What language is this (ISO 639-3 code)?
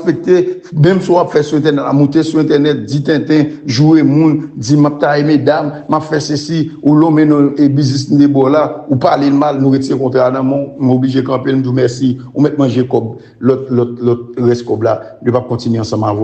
hat